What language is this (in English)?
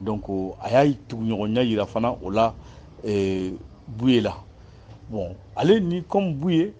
Bambara